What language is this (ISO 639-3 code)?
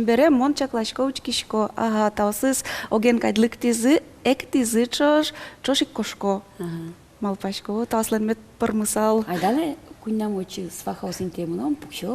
udm